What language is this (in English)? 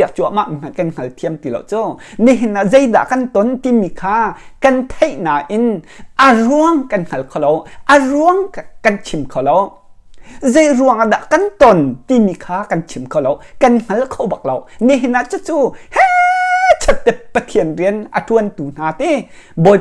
Hakha Chin